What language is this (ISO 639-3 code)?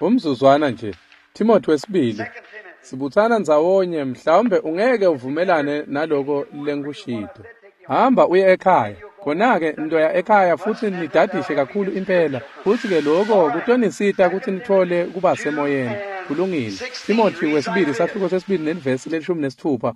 ssw